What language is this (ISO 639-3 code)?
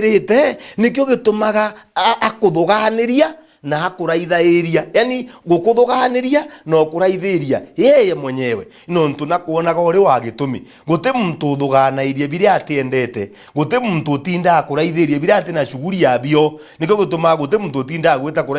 mer